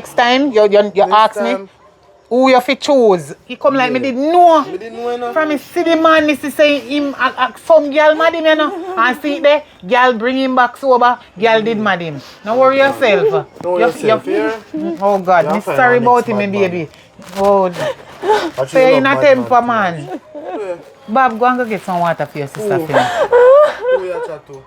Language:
Jamaican Creole English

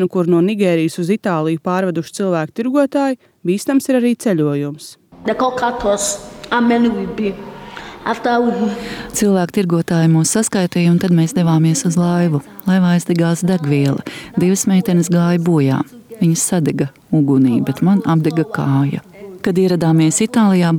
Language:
Latvian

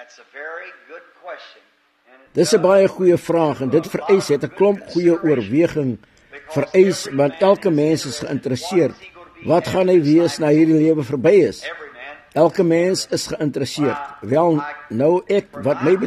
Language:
Afrikaans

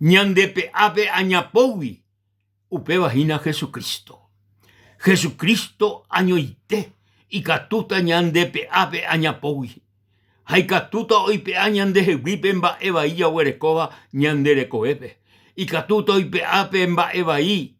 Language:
Guarani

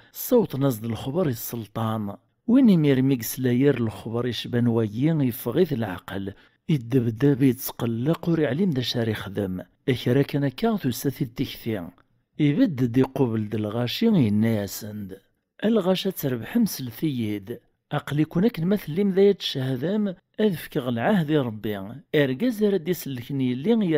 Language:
Kabyle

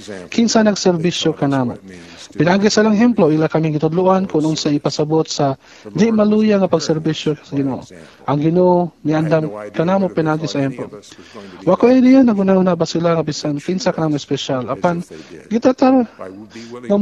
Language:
Cebuano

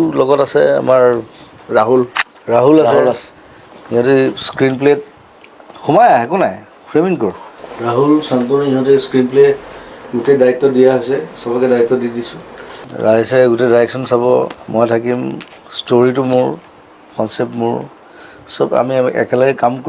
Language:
Assamese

